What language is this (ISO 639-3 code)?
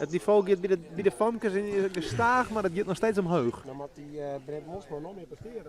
fry